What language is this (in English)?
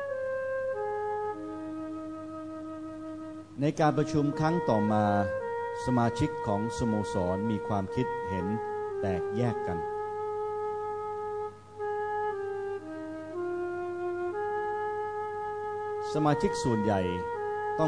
Thai